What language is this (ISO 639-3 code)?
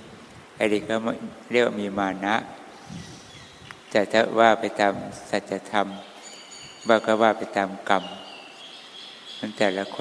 tha